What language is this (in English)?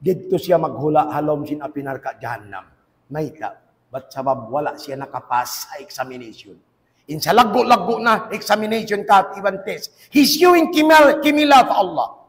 Tausug